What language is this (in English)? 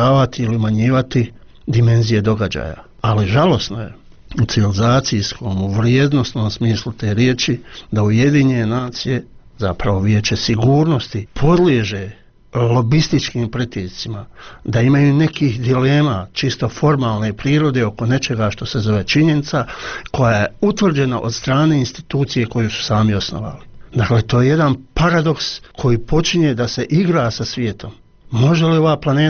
Bosnian